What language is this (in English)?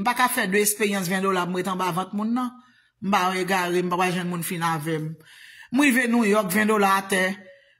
Haitian Creole